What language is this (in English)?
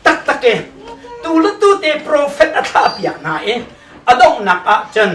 Hakha Chin